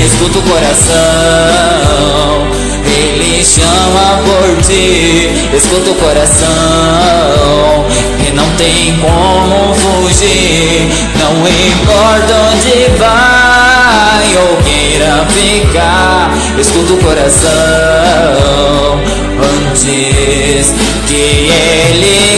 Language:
Portuguese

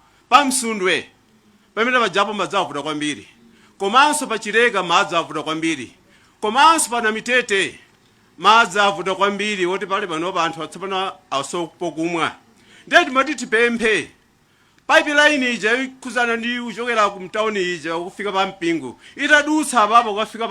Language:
Nyanja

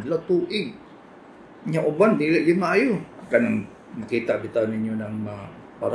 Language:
Cebuano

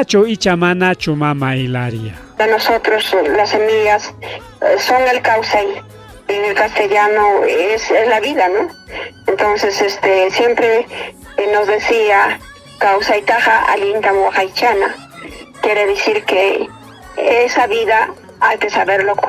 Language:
Ayacucho Quechua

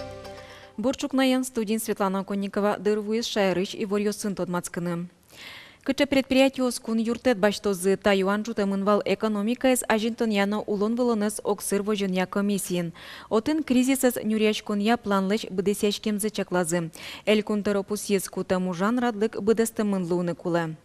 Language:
Udmurt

